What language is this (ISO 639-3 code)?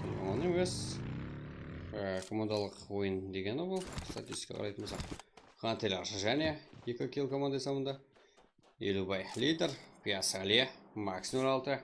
kaa